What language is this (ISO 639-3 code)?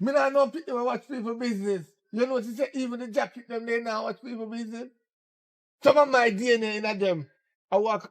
jam